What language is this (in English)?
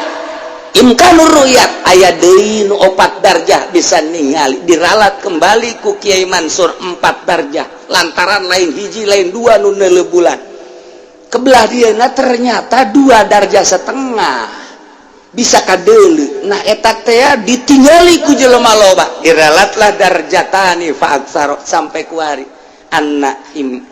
Sundanese